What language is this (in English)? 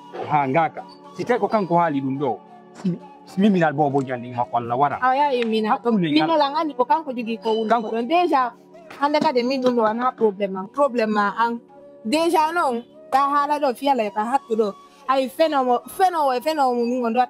Fula